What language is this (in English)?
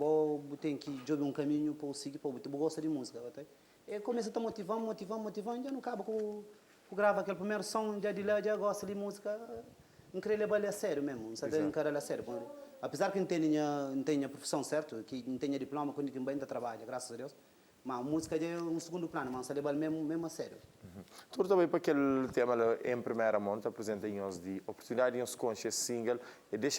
Kabuverdianu